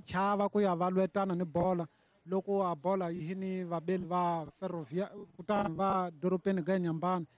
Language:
Tsonga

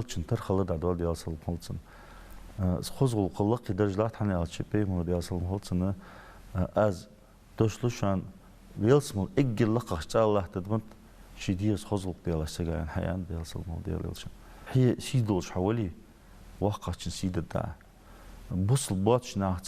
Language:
Ingush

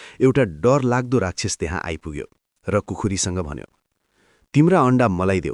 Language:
Nepali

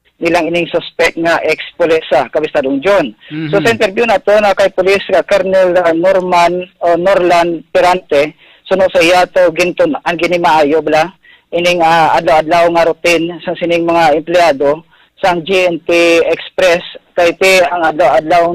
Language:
Hiligaynon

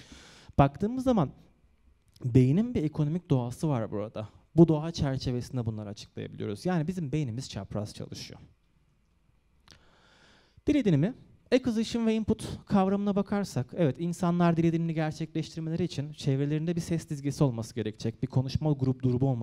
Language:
Turkish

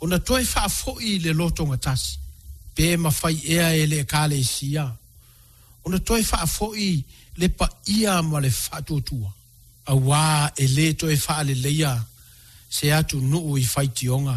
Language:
Samoan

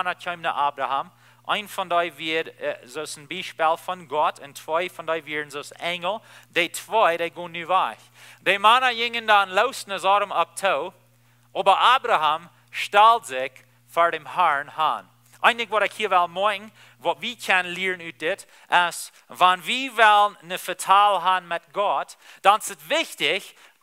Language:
Plautdietsch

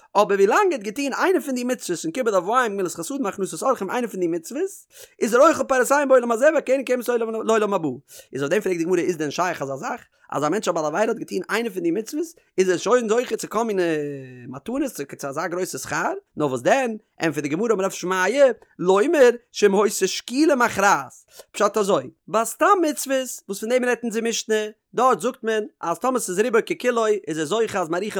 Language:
Yiddish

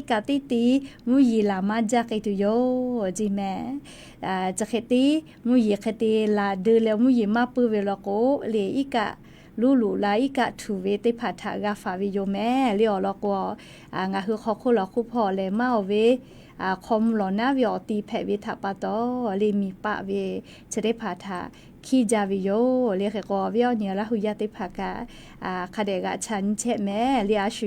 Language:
Lahu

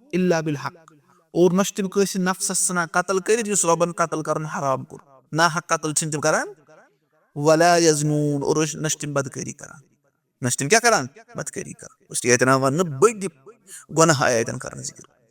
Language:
Kashmiri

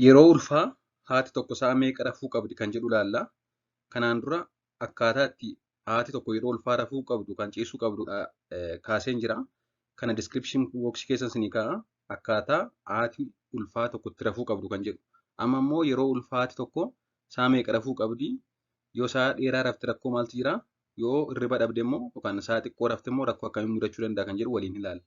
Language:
Oromo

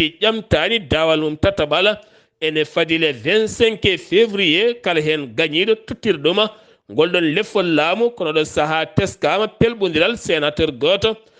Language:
Fula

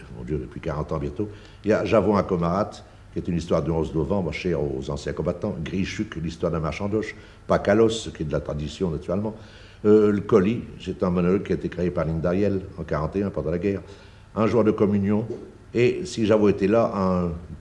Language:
Picard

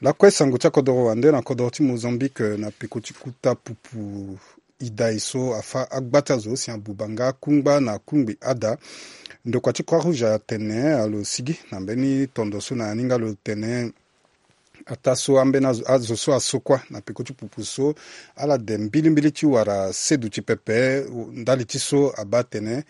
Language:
Sango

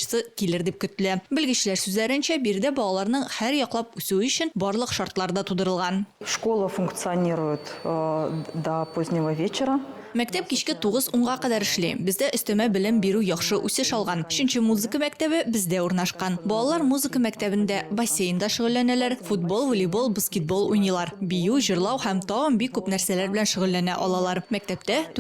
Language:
Tatar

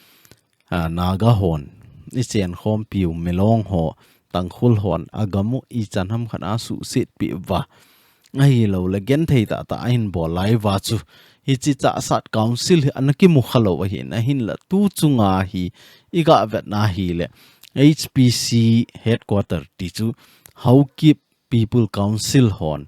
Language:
Thado Chin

